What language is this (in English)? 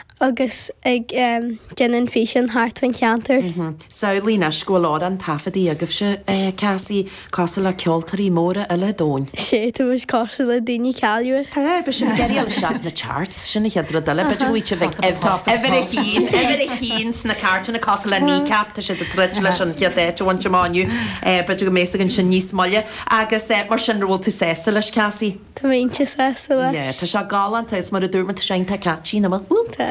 Irish